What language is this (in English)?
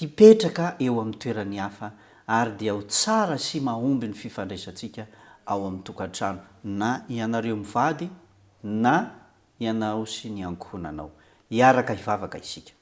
Malagasy